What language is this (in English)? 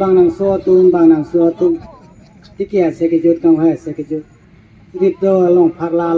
Karbi